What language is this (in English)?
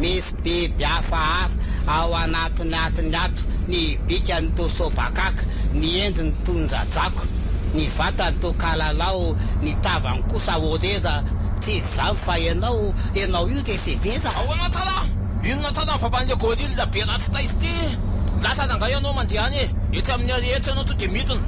Malagasy